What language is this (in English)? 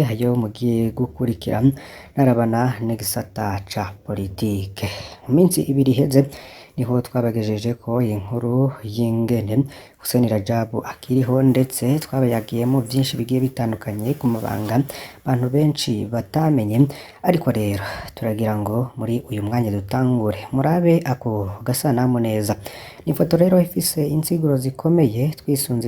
Rundi